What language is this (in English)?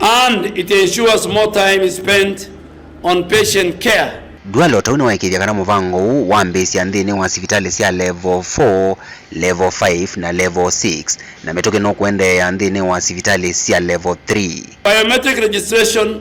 Kamba